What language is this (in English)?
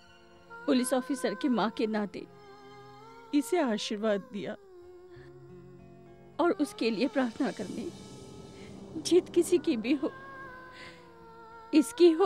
Hindi